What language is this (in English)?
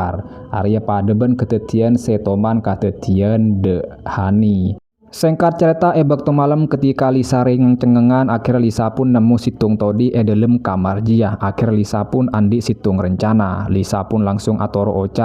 Madurese